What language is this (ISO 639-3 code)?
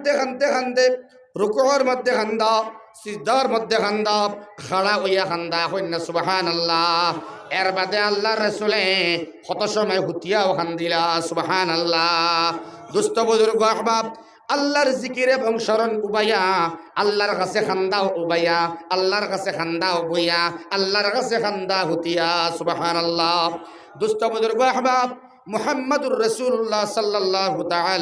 syl